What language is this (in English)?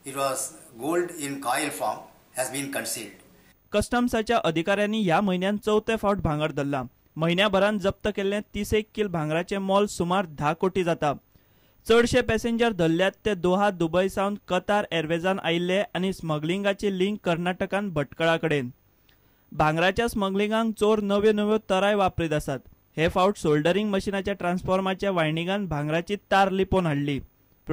Konkani